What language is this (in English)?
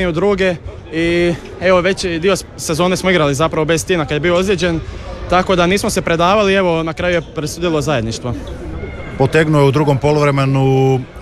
Croatian